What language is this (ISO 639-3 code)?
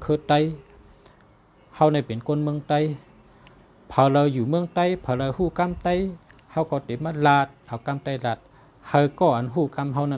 shn